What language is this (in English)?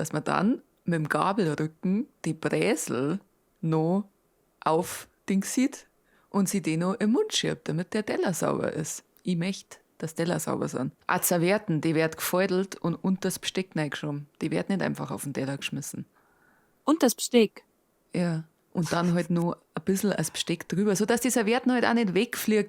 Bavarian